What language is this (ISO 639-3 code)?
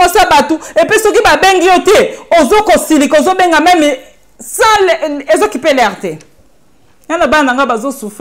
lin